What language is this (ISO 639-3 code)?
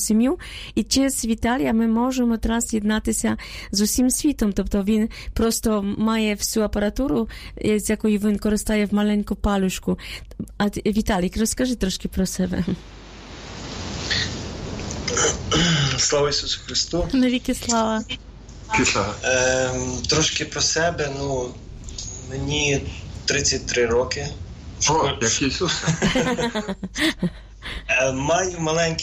ukr